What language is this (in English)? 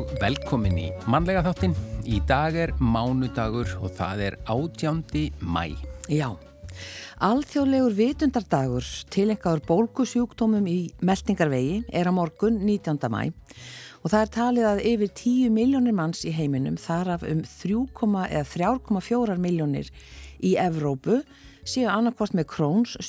Icelandic